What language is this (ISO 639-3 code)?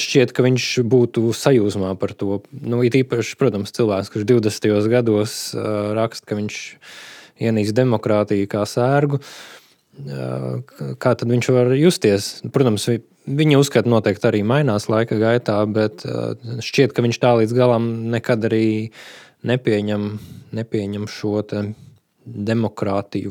lav